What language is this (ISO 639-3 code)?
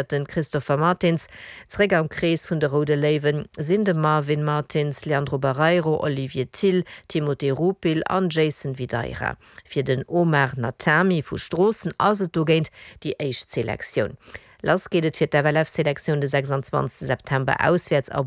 ltz